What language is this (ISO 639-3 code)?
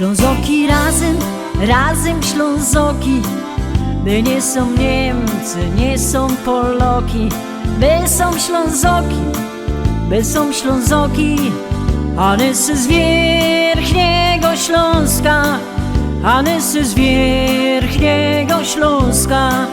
szl